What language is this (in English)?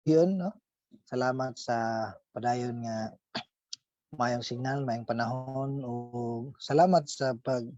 Cebuano